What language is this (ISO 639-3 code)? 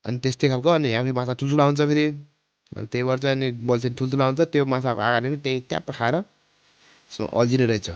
nep